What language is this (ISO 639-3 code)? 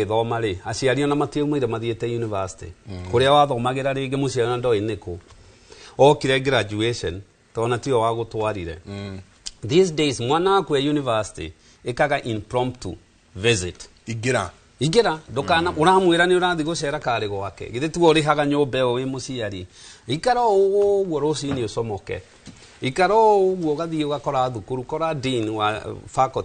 kik